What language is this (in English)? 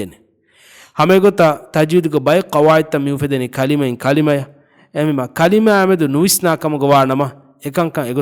Divehi